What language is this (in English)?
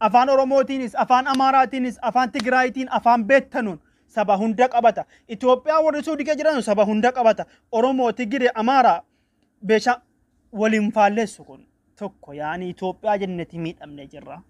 Oromo